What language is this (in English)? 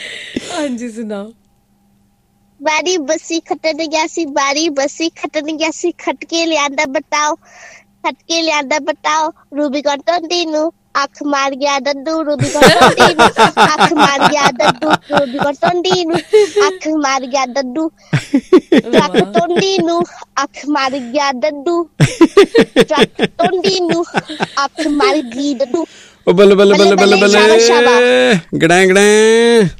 Punjabi